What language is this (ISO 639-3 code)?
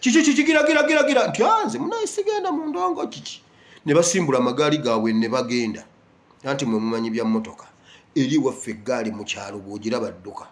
lug